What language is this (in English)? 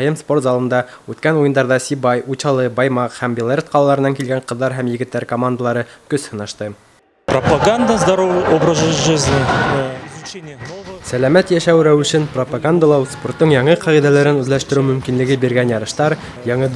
Bashkir